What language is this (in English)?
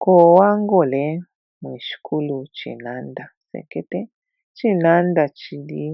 Bemba